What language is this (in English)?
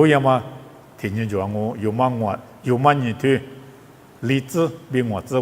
Lisu